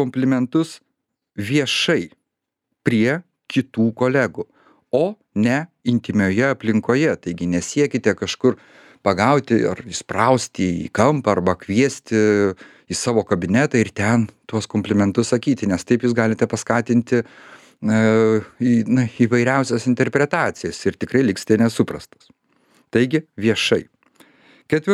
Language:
Lithuanian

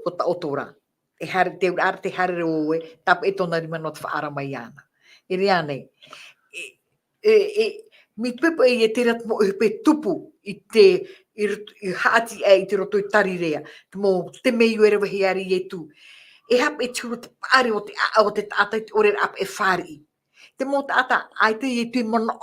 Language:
Tahitian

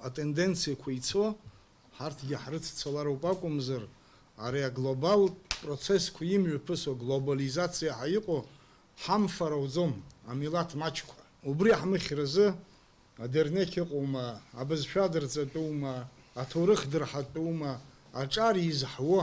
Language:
Abkhazian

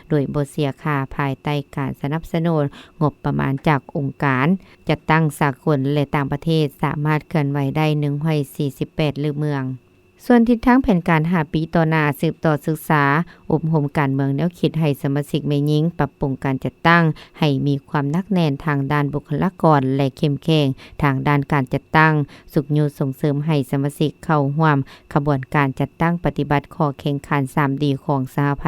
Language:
Lao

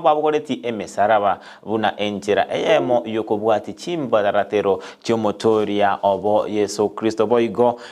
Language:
Gusii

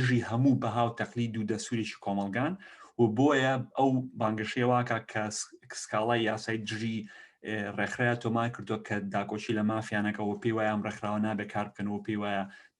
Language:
Central Kurdish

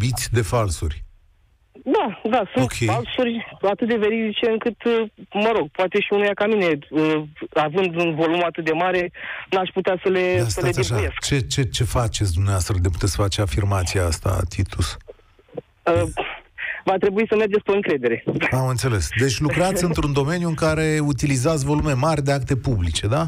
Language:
Romanian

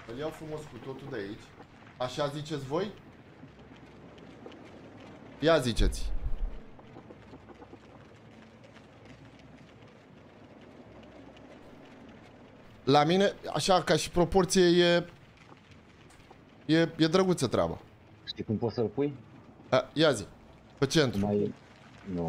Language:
Romanian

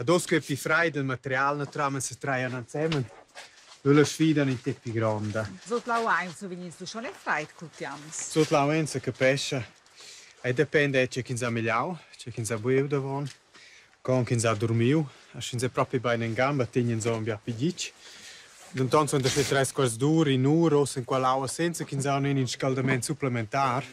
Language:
Romansh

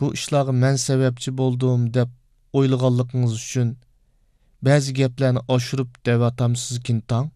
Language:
Uyghur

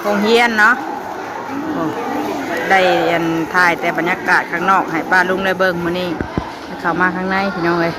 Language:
Northeastern Thai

